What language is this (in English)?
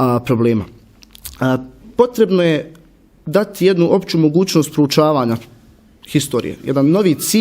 Bosnian